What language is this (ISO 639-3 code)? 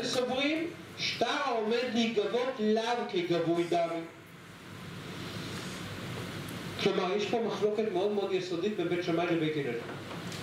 heb